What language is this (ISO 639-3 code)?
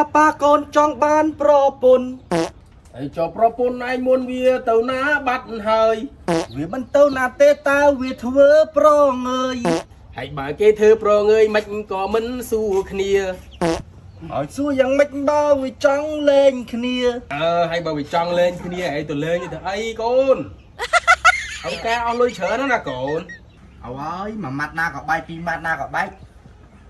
khm